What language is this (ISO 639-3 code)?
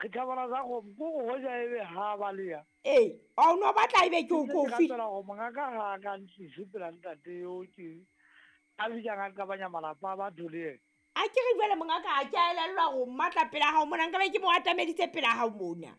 sot